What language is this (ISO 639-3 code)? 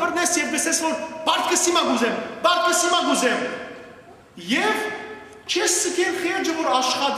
hyw